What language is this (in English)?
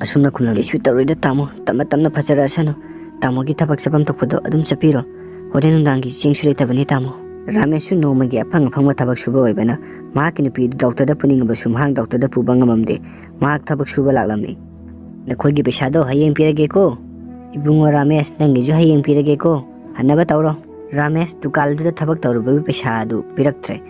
Manipuri